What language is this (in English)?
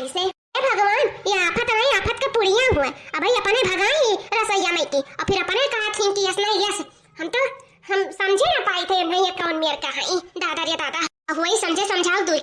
Awadhi